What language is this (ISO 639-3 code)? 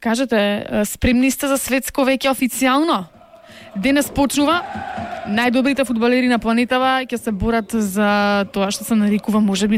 mkd